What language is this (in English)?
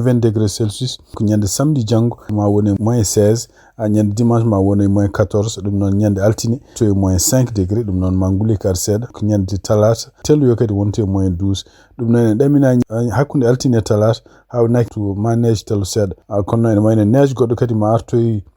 Fula